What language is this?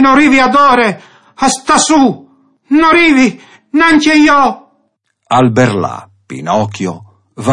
Friulian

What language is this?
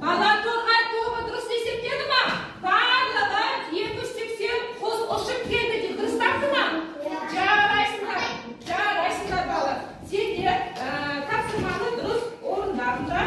Kazakh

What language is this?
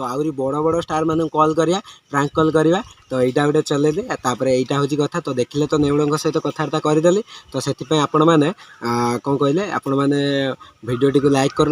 Odia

